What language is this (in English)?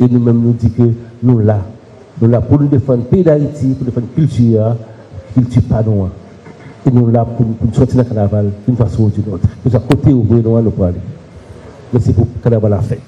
Haitian Creole